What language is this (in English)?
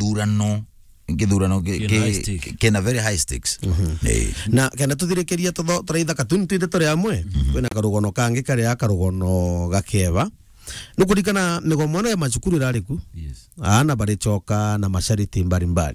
Meru